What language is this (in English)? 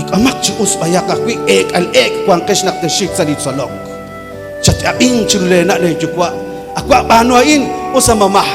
Kekchí